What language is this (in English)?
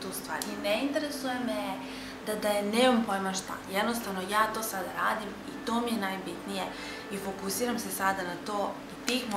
Serbian